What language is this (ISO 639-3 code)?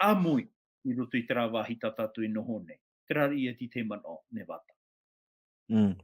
tah